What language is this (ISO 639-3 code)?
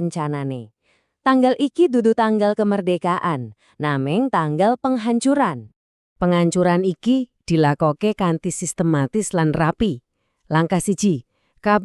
jav